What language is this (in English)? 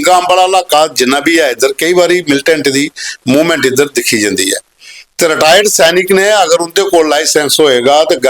Dogri